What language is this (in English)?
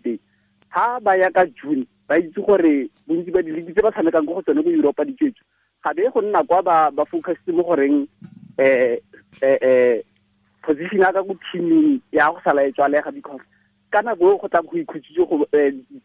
Tswana